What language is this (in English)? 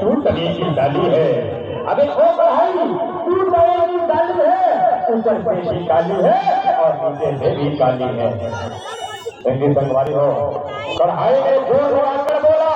Chhattisgarhi